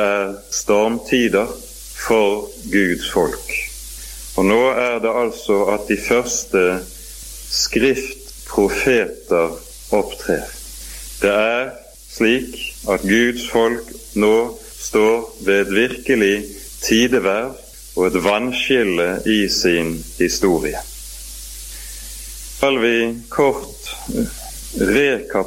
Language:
Norwegian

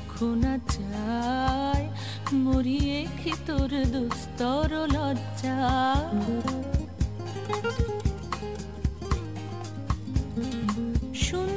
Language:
Bangla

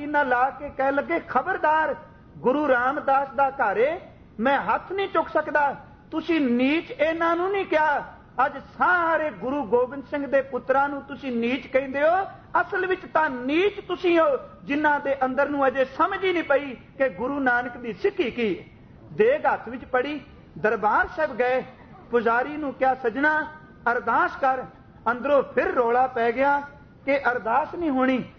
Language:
Punjabi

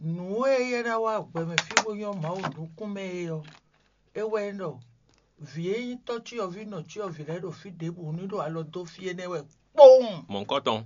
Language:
Fon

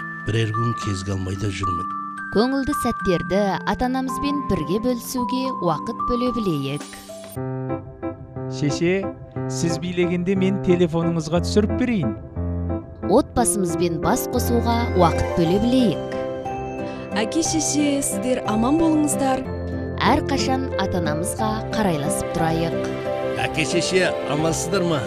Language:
Kazakh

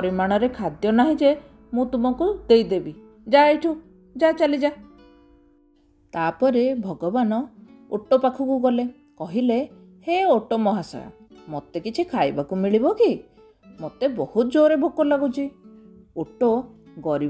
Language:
Odia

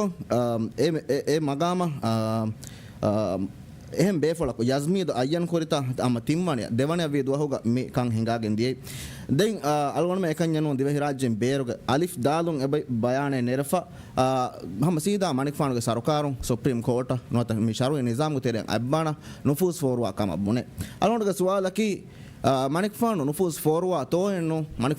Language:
Divehi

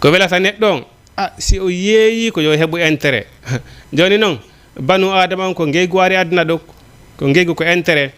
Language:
Fula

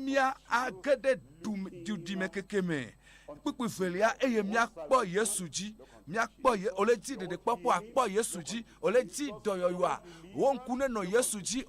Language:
Ewe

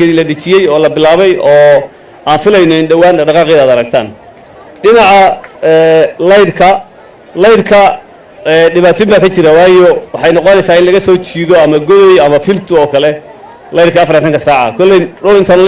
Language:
Somali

